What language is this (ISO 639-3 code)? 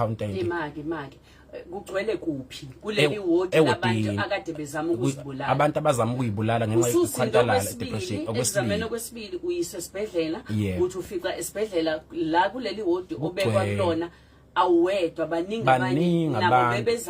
zul